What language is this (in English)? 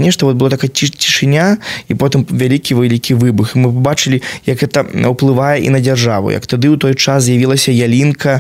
Belarusian